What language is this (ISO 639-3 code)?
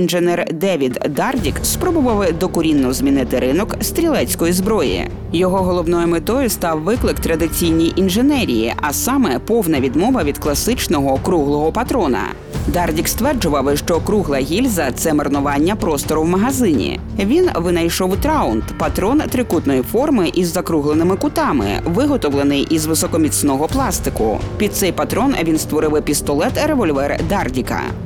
ukr